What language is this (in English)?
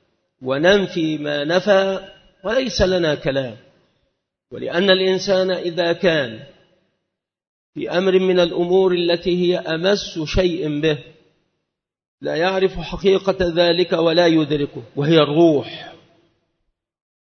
Arabic